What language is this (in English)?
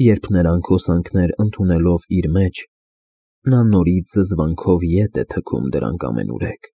Armenian